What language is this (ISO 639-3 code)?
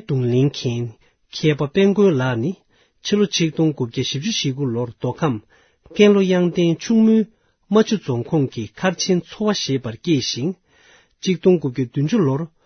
bod